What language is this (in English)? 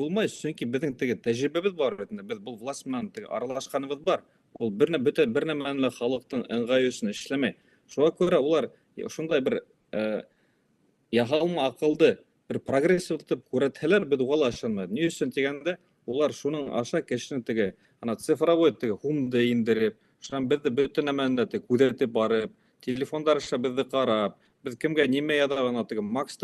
Bashkir